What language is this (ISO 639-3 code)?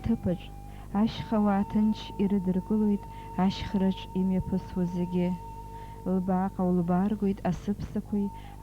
abk